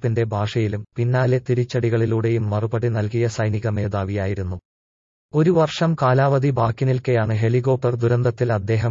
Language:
Malayalam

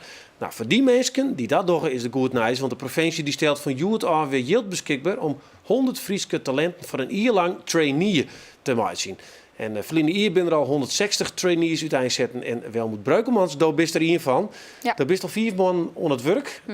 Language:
Western Frisian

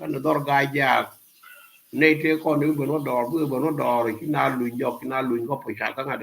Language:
Nuer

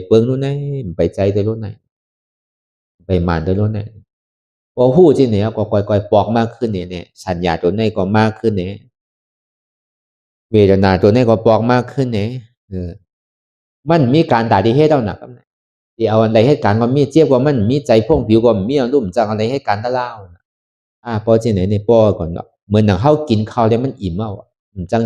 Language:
Shan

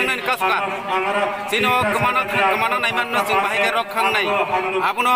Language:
Kok Borok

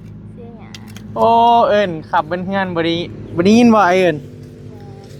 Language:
Northeastern Thai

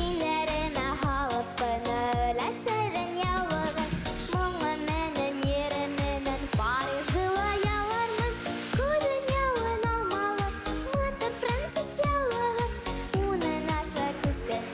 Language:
Bashkir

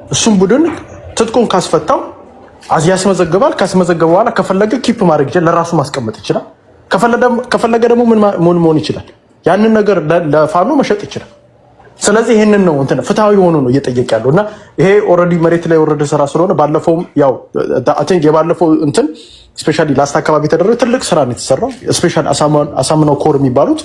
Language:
Amharic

